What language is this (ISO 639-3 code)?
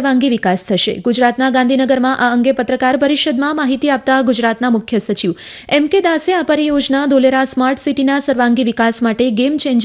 guj